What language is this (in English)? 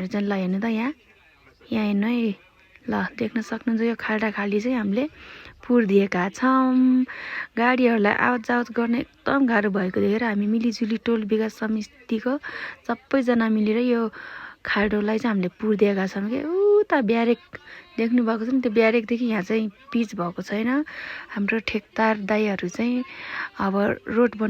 Nepali